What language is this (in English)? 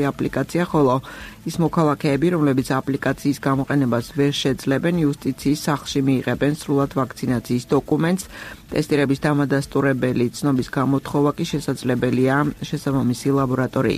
Georgian